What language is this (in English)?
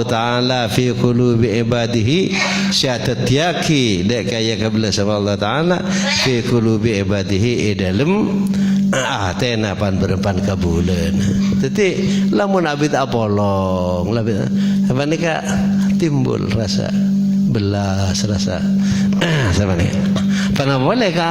Madurese